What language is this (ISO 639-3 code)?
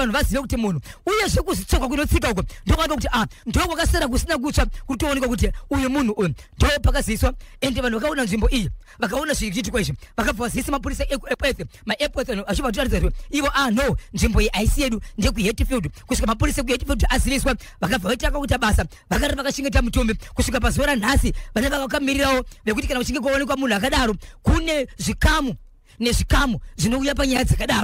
sna